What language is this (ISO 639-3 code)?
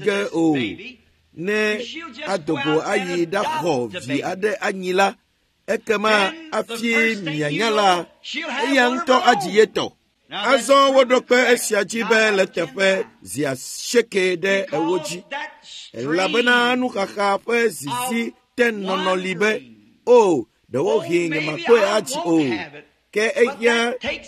ewe